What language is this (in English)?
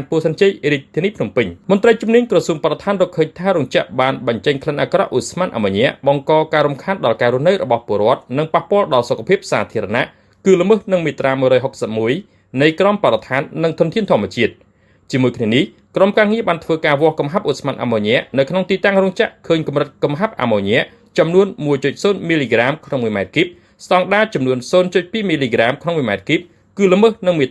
Khmer